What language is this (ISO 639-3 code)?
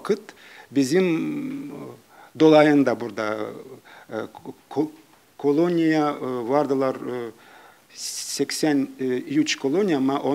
gag